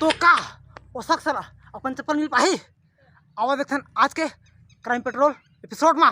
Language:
Chhattisgarhi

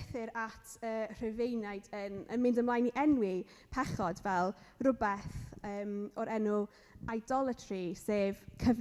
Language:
Welsh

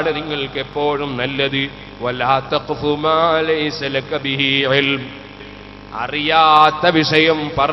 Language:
Malayalam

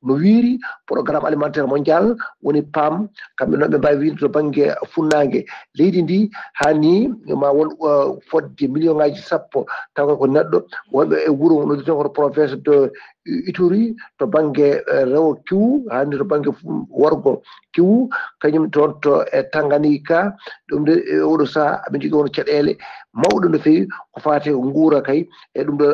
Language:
Fula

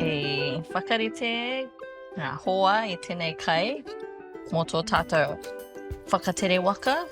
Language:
Māori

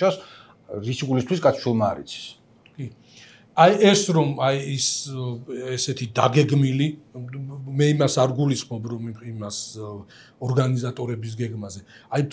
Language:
Georgian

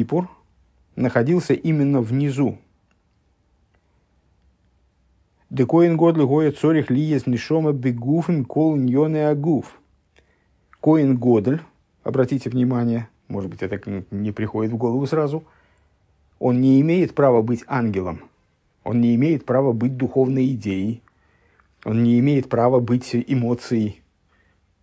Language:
Russian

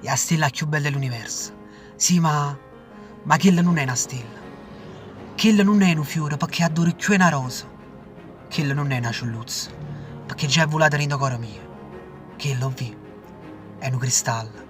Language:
Neapolitan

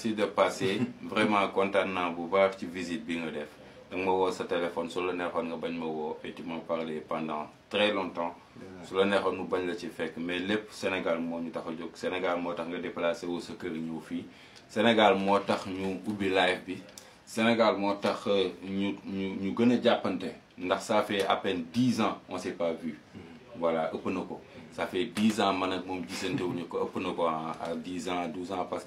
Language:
Wolof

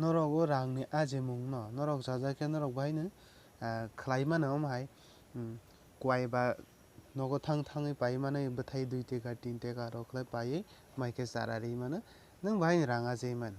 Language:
Kok Borok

